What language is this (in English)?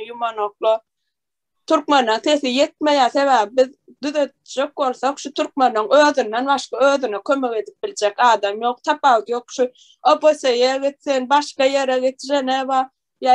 Turkmen